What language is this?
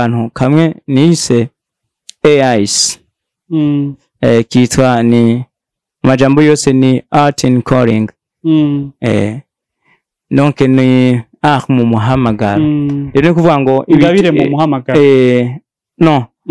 Rundi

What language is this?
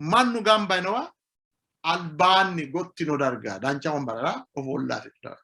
Sidamo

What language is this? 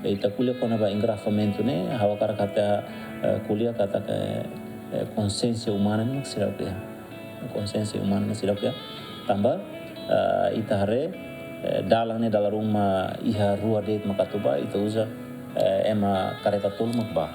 Tetum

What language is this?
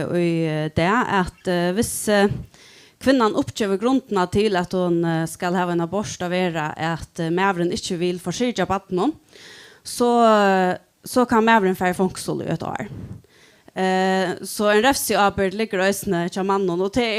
Faroese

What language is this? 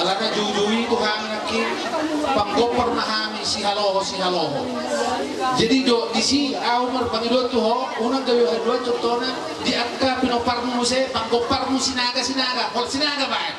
Batak Toba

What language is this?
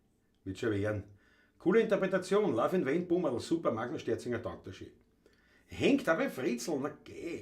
Bavarian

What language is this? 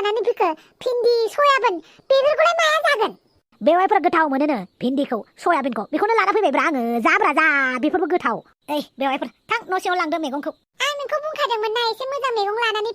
Bodo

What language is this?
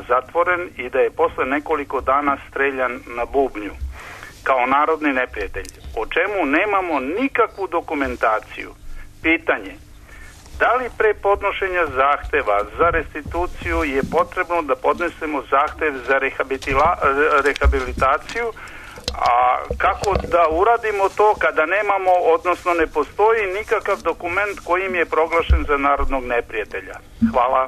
Serbian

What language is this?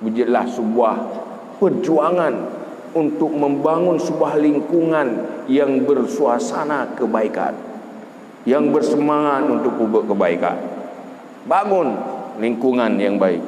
Achinese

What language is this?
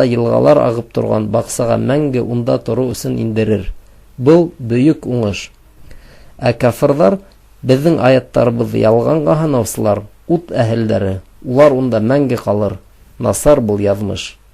Bashkir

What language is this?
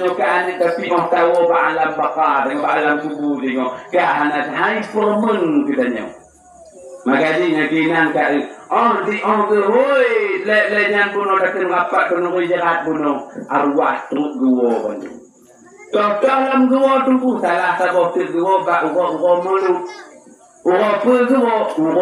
Achinese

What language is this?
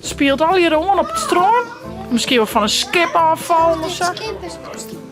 Western Frisian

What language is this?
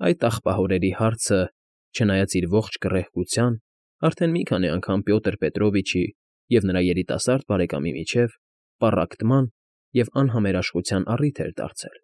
Armenian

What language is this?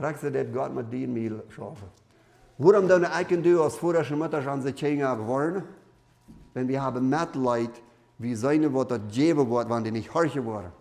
Plautdietsch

